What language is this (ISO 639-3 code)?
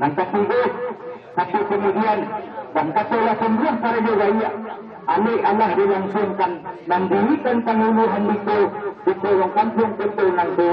min